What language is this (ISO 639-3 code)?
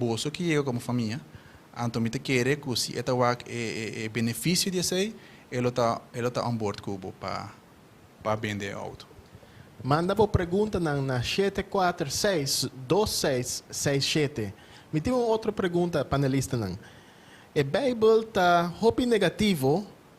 pap